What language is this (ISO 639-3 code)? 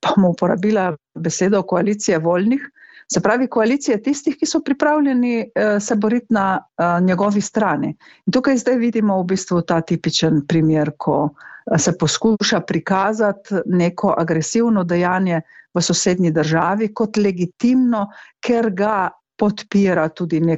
slv